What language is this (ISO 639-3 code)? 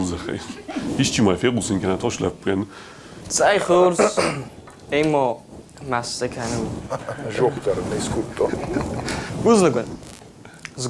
oss